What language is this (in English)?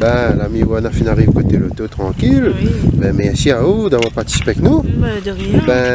Réunion Creole French